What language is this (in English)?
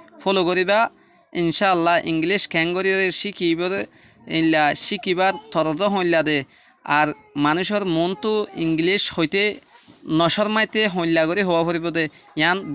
Rohingya